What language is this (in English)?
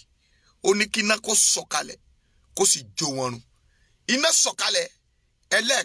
Yoruba